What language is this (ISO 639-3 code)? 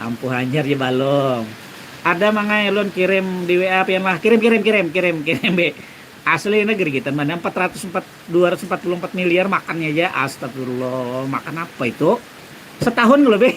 bjn